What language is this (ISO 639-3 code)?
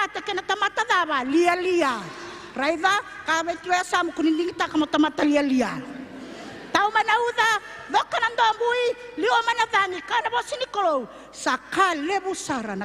fij